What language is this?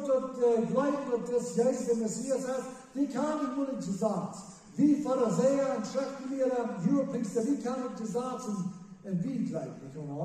Plautdietsch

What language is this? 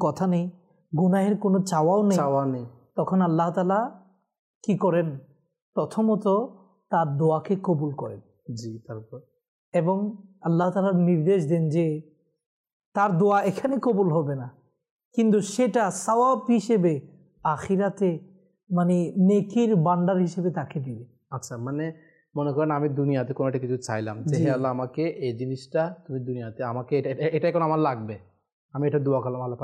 Bangla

